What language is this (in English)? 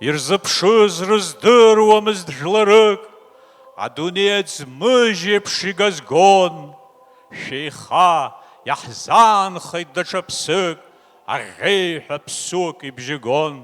Abkhazian